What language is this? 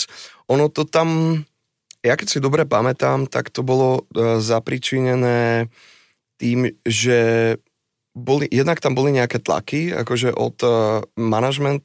Slovak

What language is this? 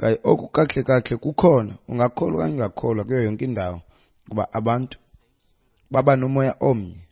Xhosa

